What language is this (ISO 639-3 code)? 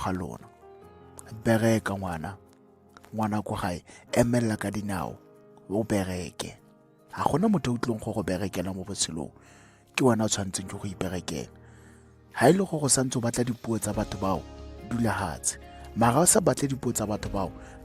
tsn